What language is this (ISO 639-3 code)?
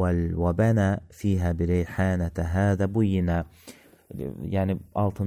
aze